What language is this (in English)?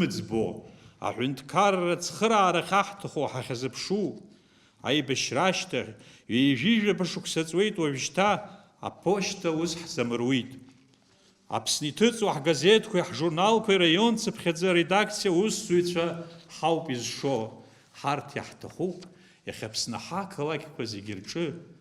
Abkhazian